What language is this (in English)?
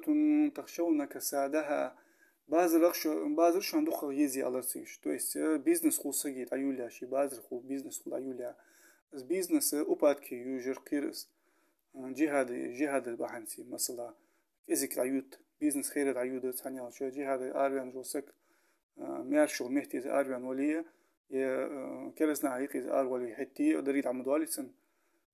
Ingush